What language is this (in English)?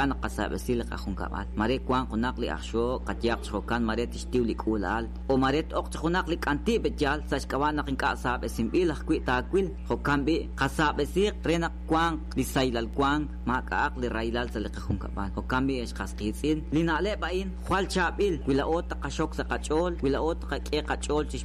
Kekchí